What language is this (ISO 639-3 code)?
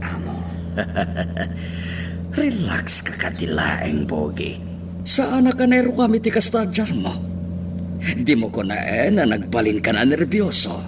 ilo